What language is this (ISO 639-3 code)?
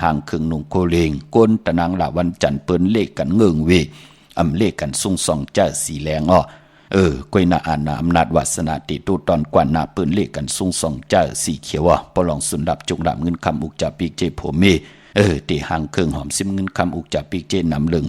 shn